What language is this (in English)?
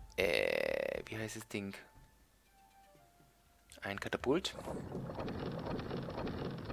German